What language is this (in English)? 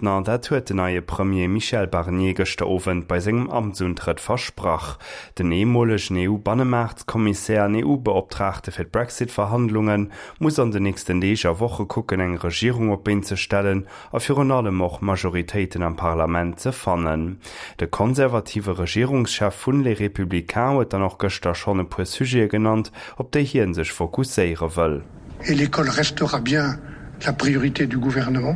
Luxembourgish